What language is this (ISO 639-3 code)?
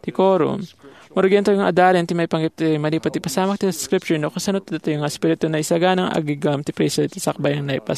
ilo